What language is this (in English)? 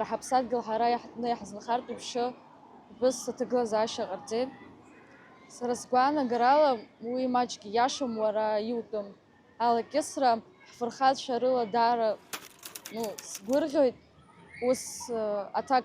Abkhazian